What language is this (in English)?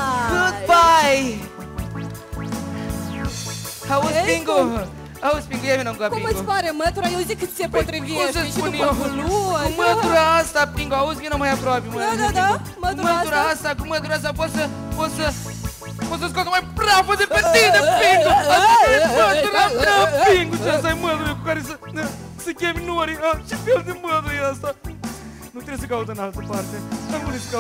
Romanian